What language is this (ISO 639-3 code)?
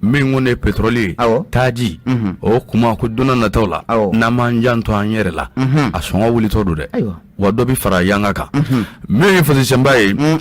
bam